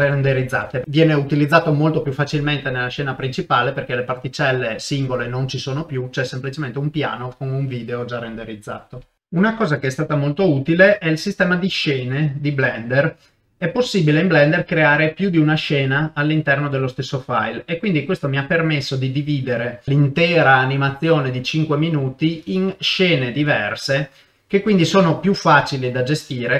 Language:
Italian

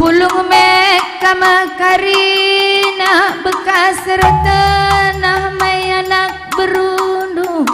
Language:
Batak Karo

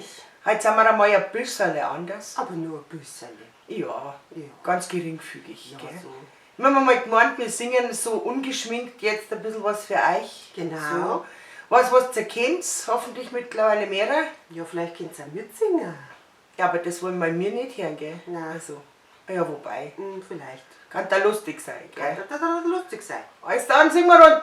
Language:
Bavarian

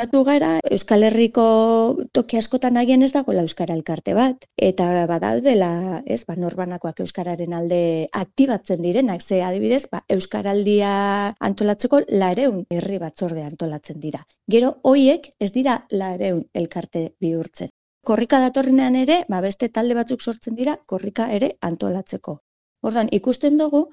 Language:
Basque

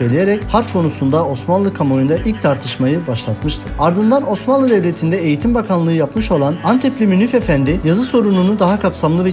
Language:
Turkish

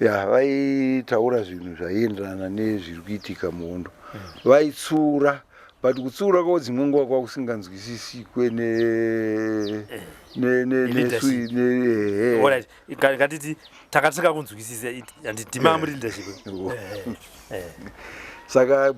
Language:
Shona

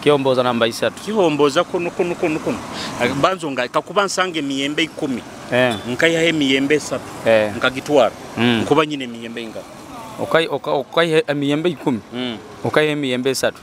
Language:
Nyoro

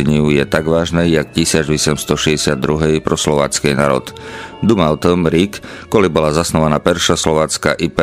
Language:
Rusyn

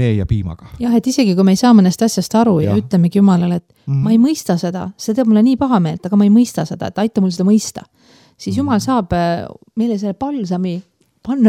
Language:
Estonian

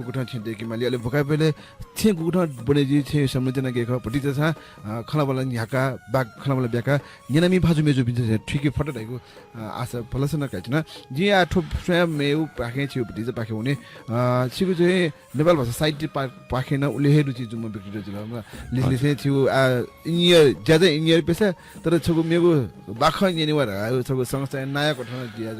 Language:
Newari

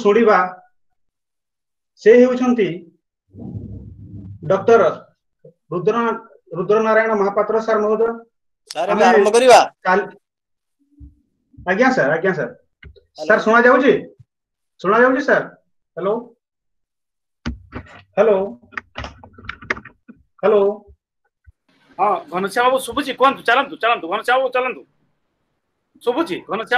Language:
Odia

